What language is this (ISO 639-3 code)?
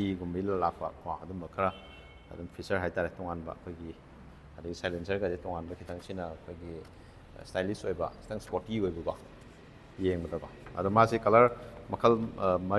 mni